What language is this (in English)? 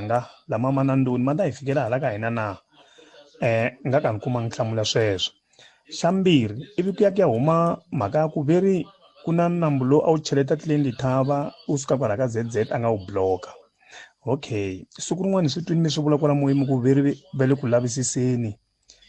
Tsonga